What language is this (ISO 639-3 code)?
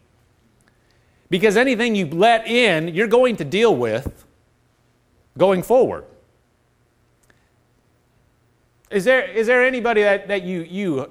eng